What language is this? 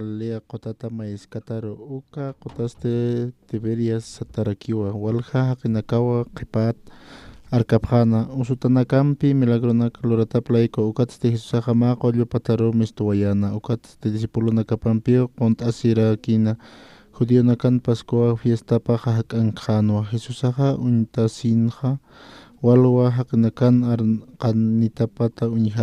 Aymara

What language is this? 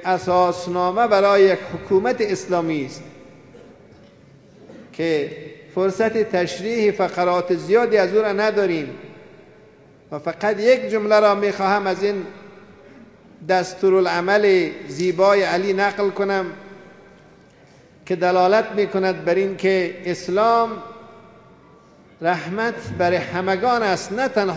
Persian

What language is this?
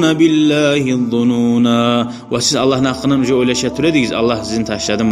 Kumyk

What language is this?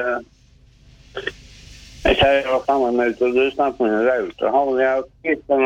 Swedish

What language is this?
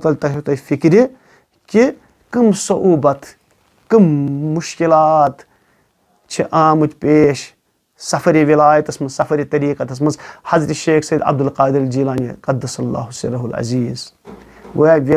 Kashmiri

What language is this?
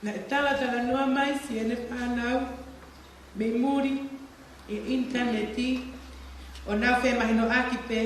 Tongan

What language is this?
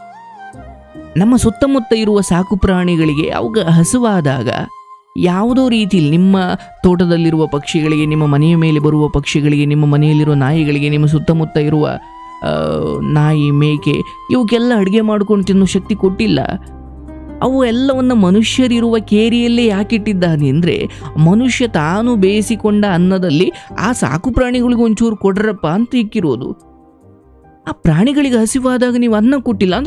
Kannada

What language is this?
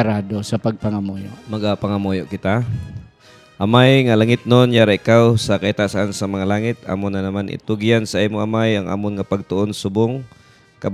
Hiligaynon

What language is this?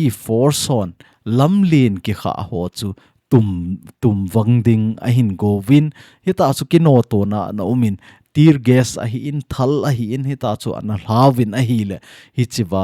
Thado Chin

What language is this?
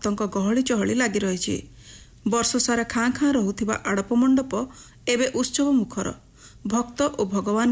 Odia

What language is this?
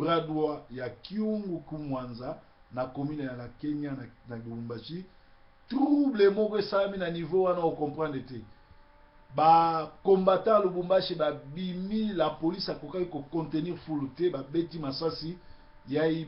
Lingala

